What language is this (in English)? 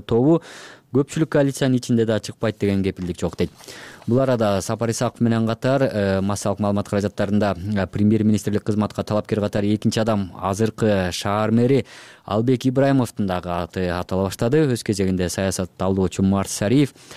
Kyrgyz